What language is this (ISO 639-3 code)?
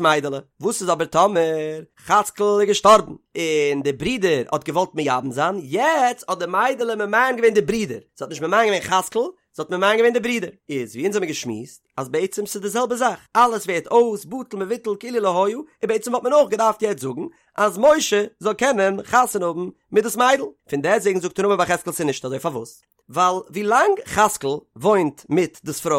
yid